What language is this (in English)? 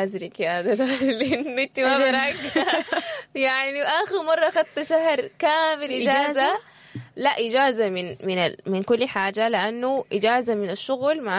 Sudanese Arabic